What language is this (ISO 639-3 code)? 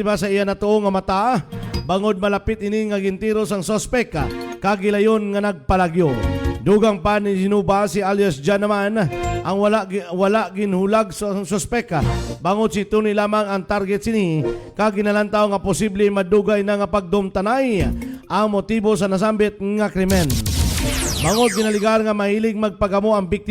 hil